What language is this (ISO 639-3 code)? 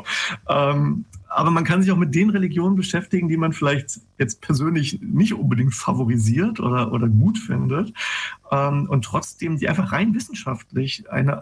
deu